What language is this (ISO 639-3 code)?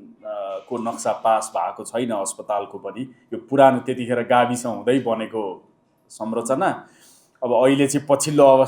nep